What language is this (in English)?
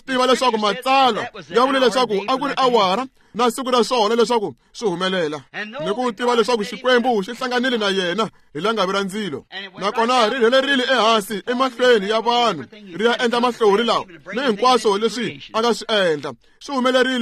Tsonga